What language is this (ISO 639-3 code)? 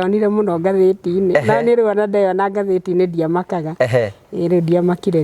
kik